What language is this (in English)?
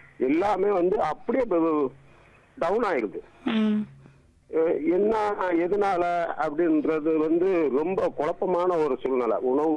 Tamil